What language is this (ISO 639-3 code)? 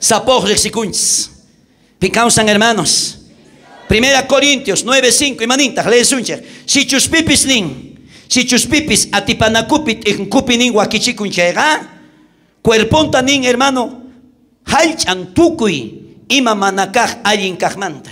quh